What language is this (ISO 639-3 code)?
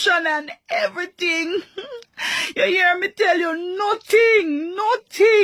jam